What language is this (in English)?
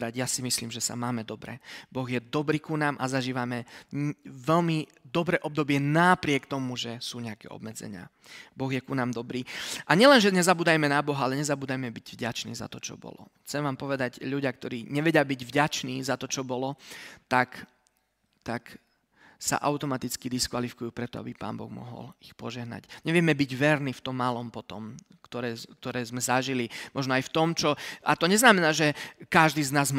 Slovak